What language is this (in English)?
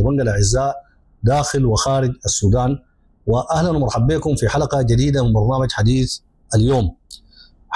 Sudanese Arabic